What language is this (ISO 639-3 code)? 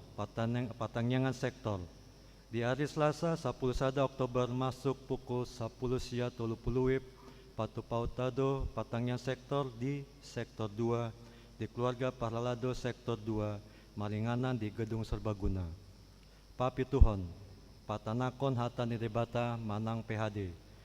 bbc